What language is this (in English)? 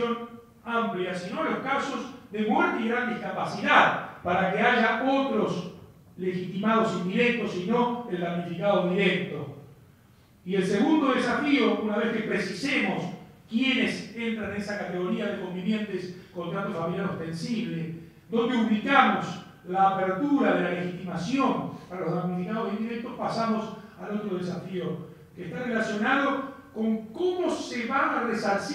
Spanish